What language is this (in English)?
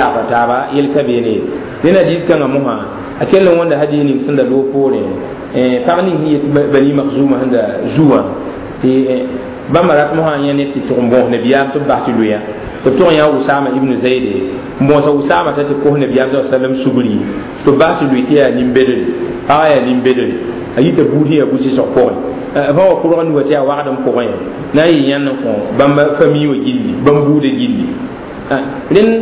Mossi